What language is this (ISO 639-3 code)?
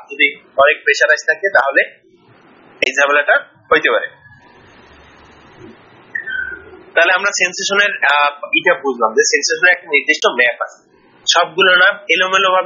ben